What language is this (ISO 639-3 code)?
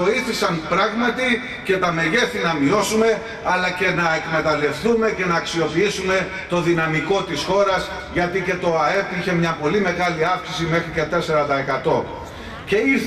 ell